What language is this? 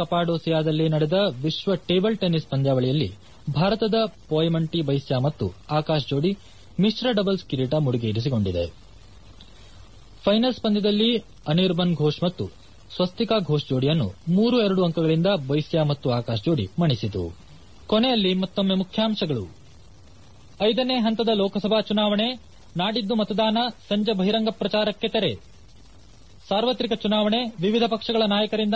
Kannada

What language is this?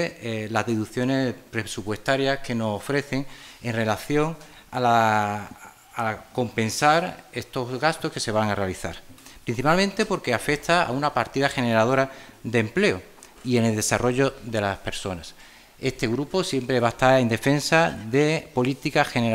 Spanish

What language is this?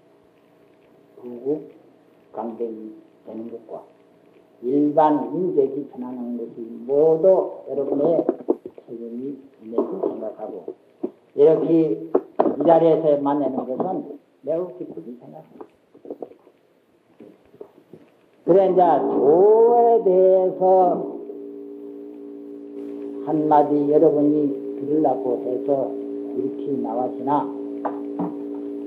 Korean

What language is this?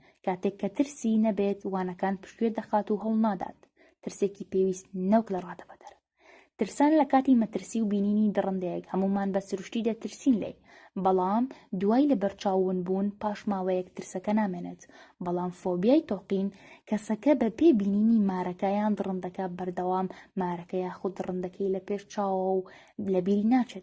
Central Kurdish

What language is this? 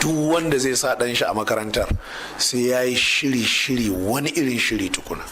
Hausa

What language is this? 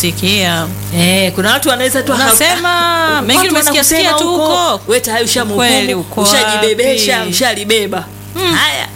Swahili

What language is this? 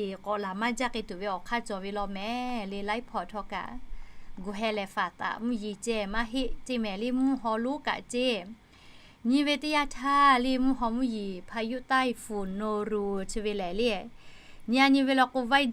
Lahu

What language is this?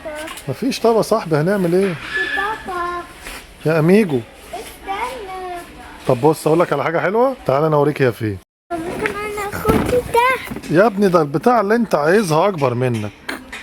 Egyptian Arabic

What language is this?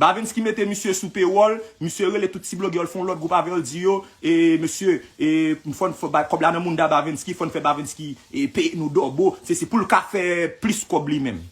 Haitian Creole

